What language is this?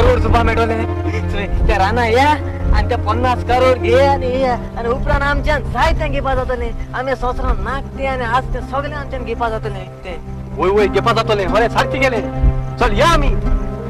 Konkani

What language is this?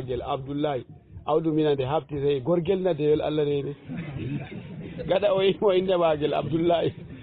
Fula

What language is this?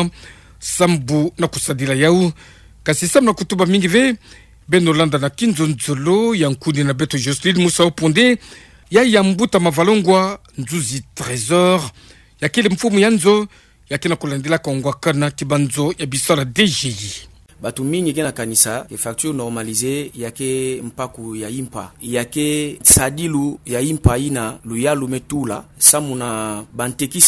Kituba (Democratic Republic of Congo)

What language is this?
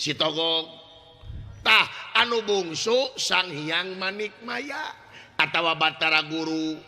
Sundanese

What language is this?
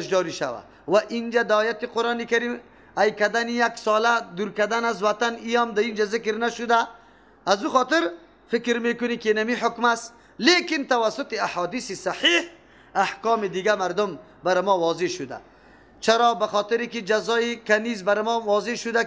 Persian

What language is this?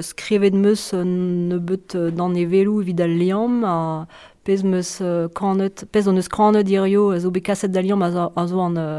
Breton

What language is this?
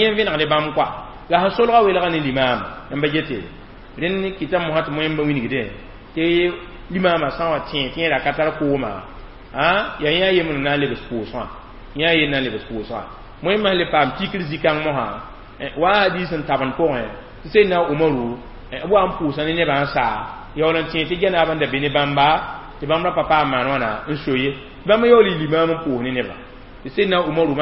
Mossi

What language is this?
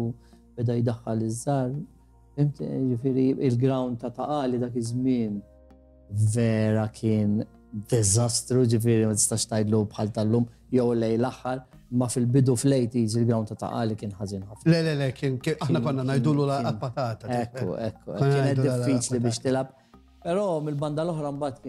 Maltese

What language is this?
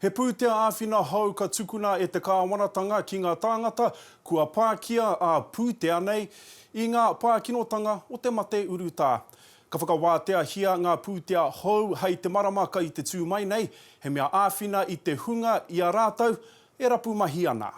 Māori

